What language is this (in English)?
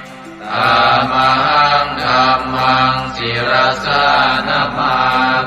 Pali